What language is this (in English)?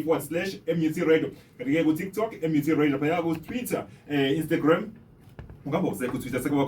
Zulu